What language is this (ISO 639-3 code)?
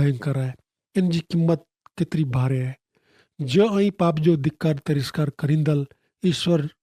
kfr